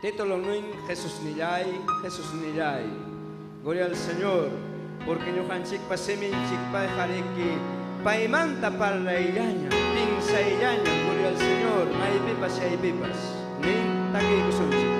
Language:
Ayacucho Quechua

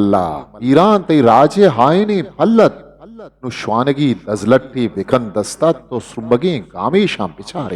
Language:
Eastern Balochi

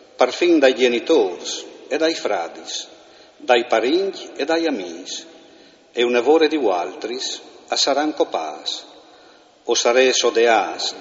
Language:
Friulian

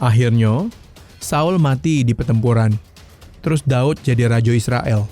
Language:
Musi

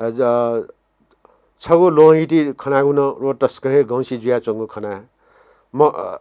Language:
Newari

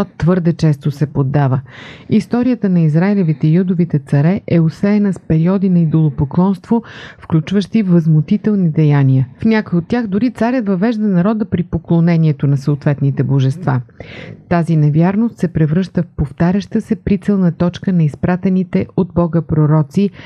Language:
Bulgarian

